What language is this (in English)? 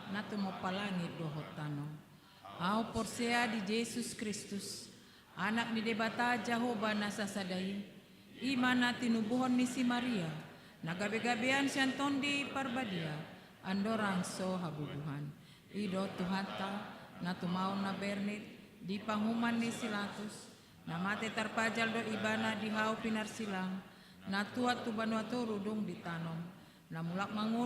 Batak Toba